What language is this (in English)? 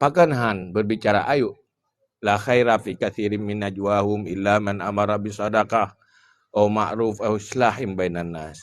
Achinese